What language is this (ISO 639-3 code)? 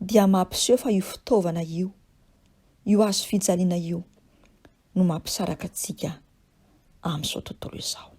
mlg